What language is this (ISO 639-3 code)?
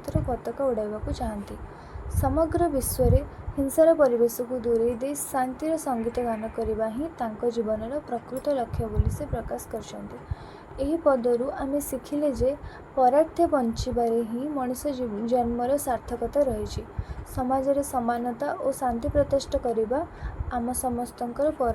ori